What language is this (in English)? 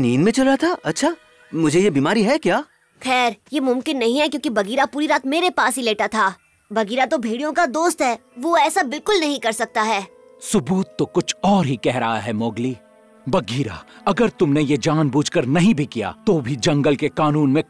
Hindi